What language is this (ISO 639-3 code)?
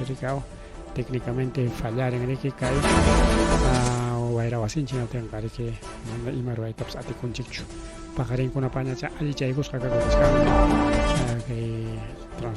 quy